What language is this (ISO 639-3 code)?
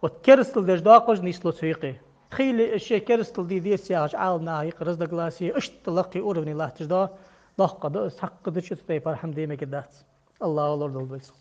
inh